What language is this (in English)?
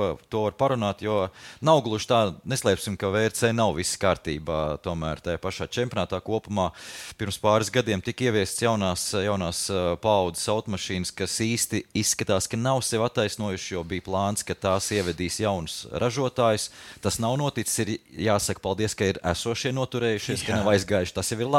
Latvian